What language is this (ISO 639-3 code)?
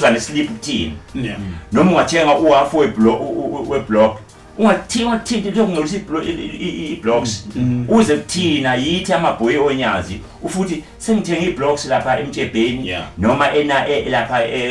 zul